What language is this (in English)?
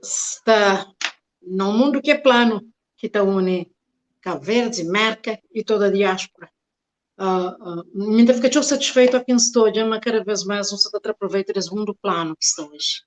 Kabuverdianu